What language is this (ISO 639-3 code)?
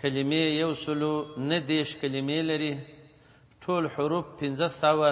pus